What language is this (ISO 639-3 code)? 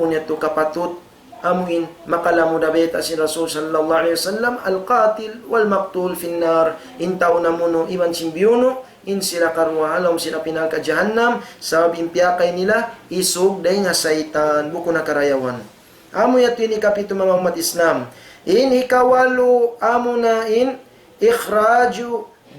tsg